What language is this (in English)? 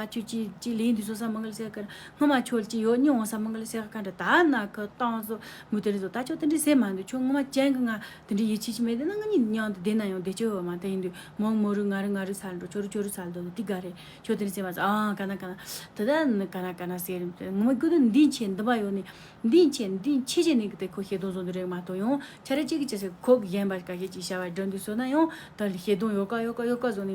Tibetan